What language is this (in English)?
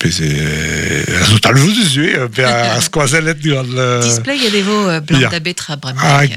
Breton